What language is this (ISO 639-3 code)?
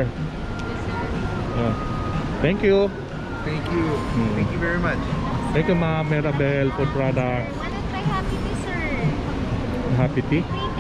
fil